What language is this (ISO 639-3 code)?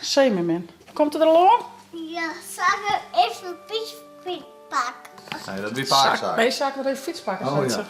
fry